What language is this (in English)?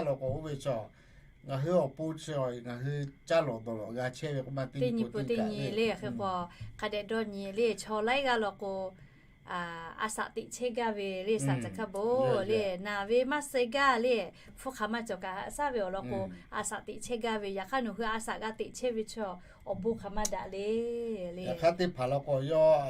Lahu